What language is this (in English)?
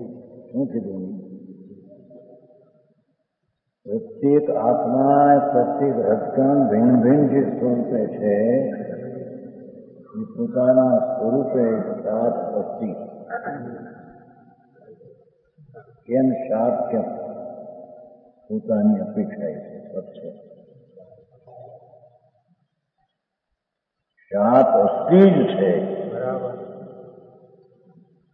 Gujarati